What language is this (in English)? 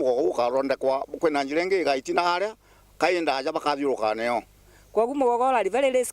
Meru